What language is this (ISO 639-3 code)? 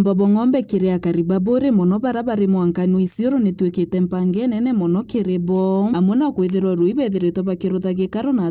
mer